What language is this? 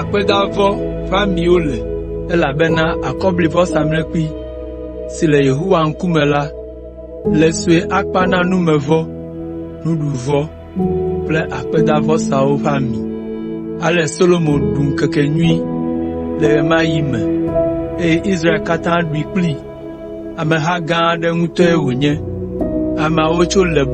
Ewe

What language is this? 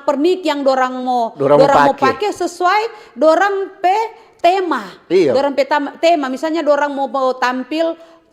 Manado Malay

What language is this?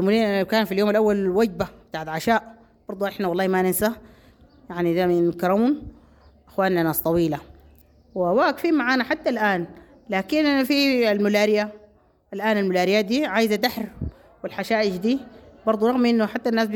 Sudanese Arabic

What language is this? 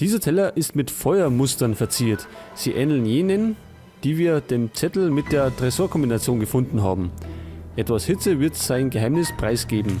Bavarian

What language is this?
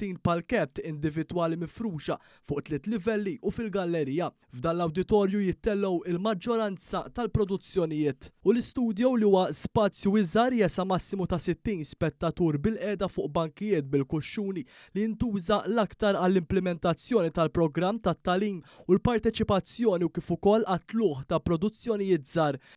Maltese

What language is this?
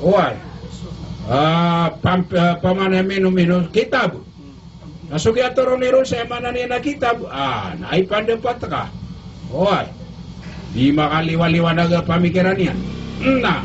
Maranao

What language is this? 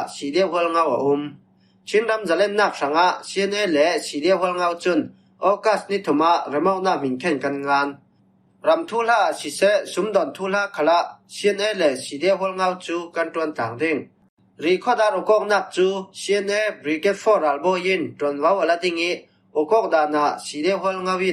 Falam Chin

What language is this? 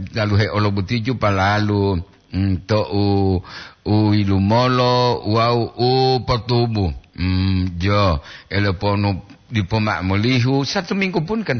Gorontalo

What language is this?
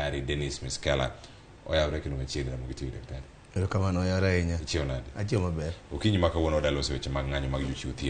Luo (Kenya and Tanzania)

